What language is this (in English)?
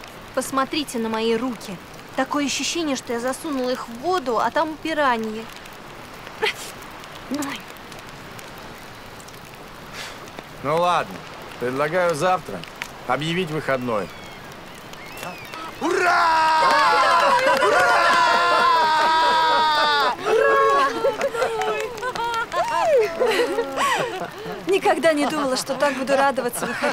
Russian